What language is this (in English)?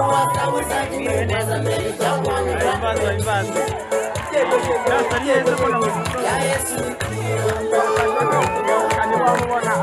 Kinyarwanda